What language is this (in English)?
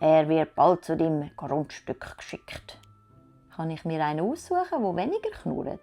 Swiss German